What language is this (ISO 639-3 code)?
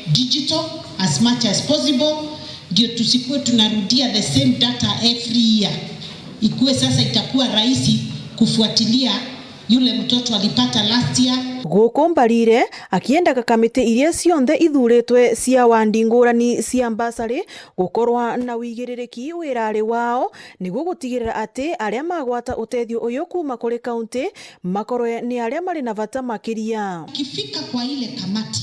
mer